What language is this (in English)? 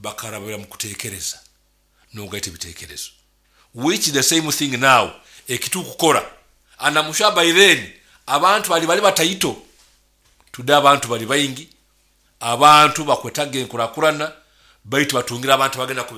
Nyoro